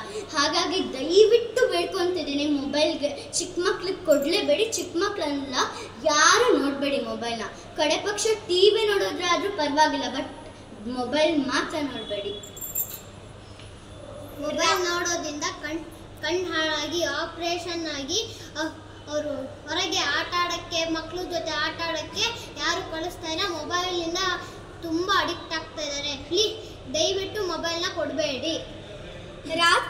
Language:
Kannada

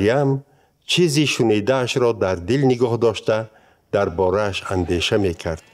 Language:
Persian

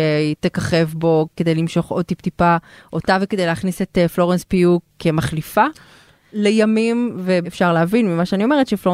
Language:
Hebrew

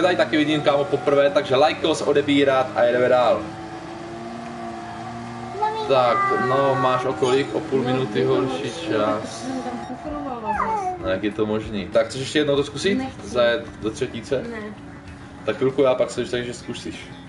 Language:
Czech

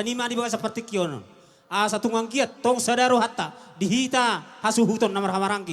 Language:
Batak Toba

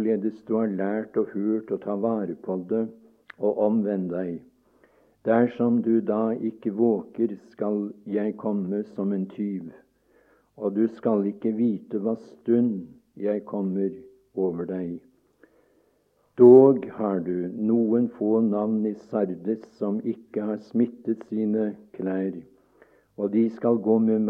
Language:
Norwegian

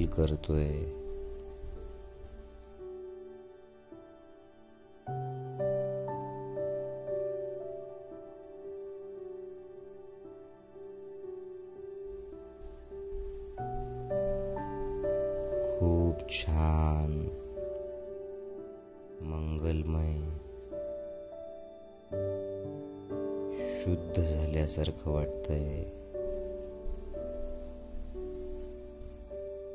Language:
Marathi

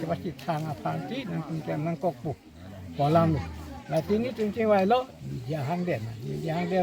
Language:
Karbi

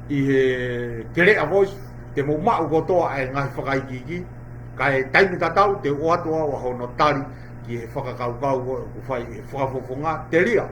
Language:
Tongan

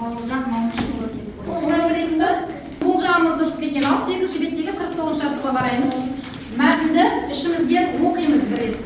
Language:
Kazakh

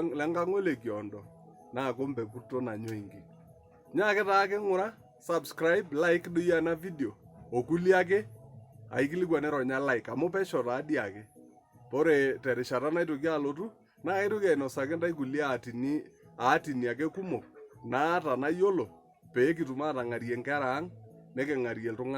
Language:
Masai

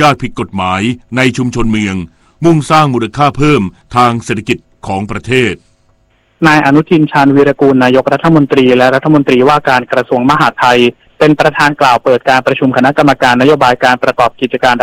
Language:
Thai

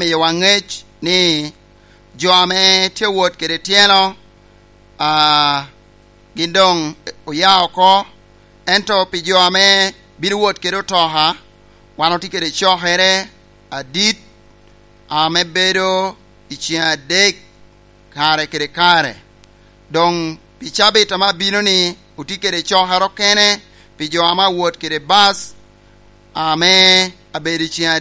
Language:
Lango (Uganda)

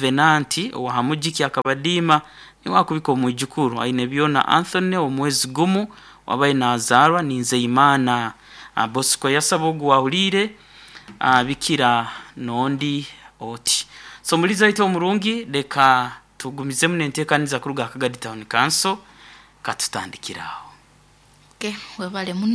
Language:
Nyoro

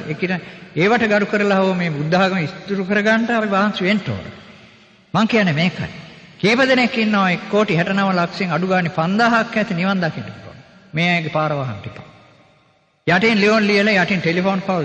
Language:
Sinhala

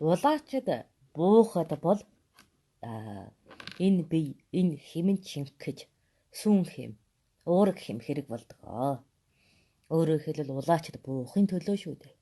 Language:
Mongolian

